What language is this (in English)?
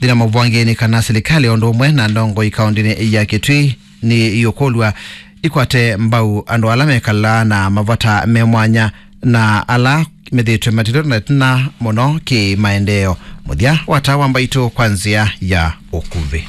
Kamba